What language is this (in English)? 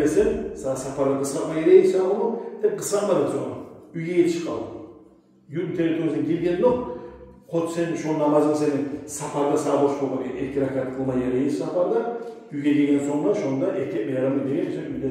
Kumyk